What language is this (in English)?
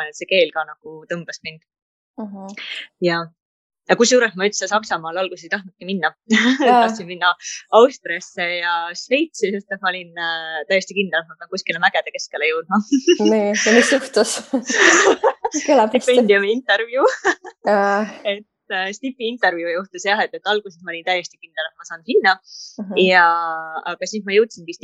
Estonian